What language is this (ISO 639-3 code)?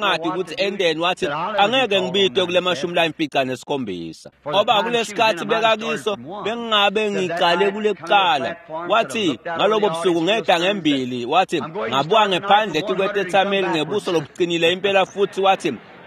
ssw